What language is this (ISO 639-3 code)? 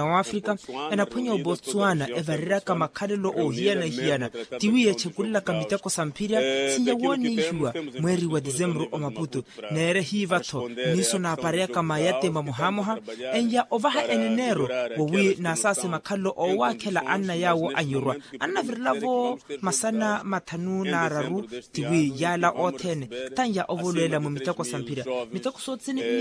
vmw